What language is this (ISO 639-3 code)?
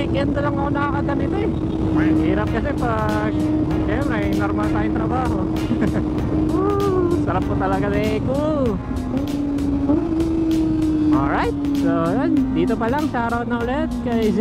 fil